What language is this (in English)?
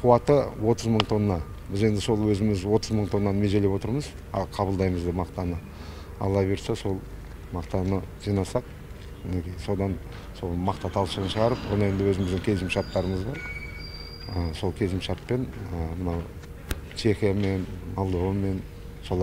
Kazakh